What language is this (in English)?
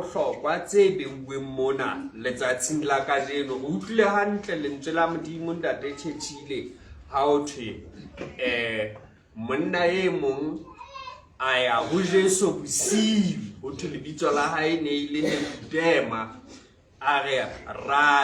Southern Sotho